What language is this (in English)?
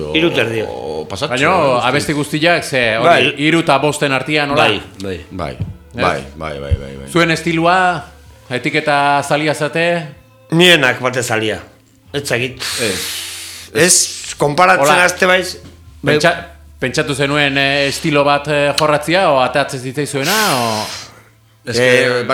Basque